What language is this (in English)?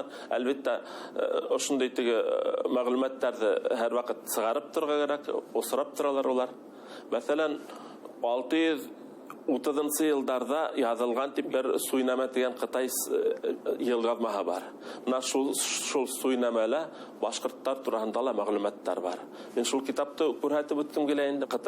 Bashkir